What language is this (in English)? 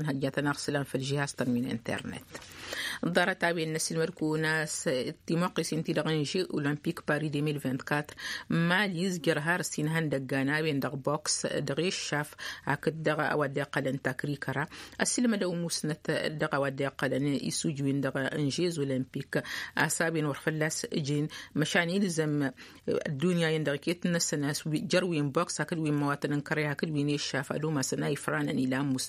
Tamasheq